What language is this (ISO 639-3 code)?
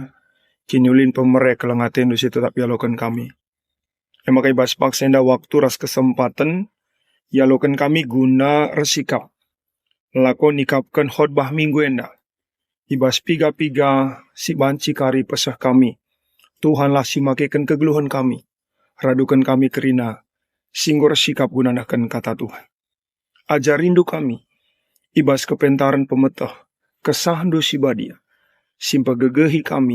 btx